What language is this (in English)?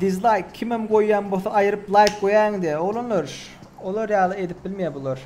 Turkmen